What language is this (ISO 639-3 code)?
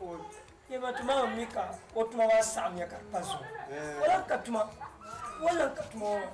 dag